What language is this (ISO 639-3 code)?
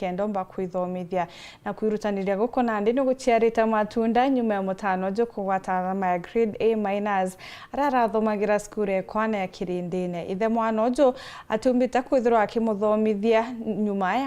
mer